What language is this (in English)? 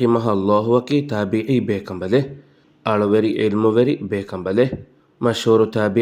Divehi